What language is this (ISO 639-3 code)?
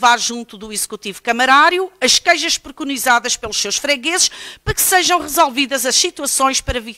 por